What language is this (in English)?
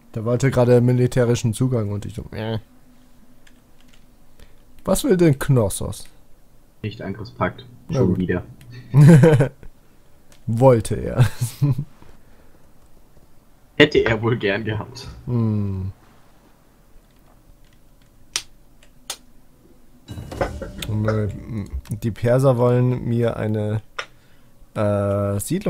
German